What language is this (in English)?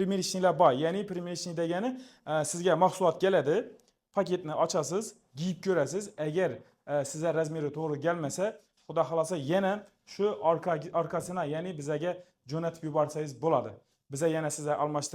Uzbek